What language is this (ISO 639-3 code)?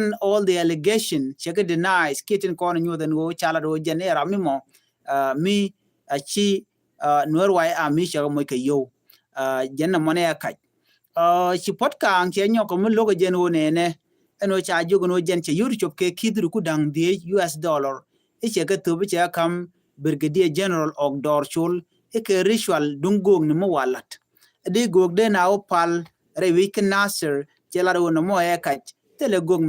nus